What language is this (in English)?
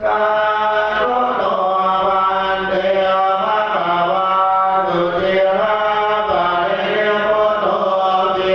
Pali